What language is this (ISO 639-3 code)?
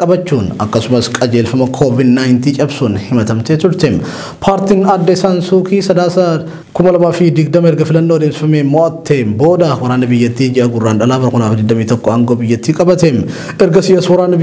orm